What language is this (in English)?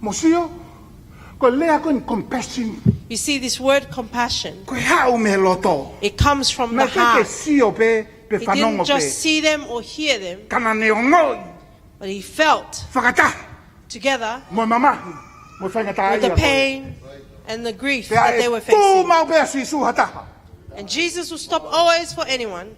Tongan